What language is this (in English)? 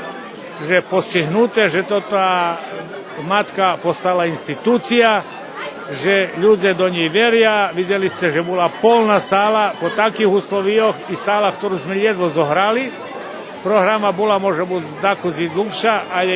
Rusyn